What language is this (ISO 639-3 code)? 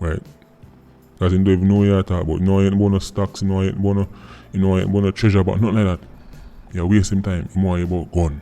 jam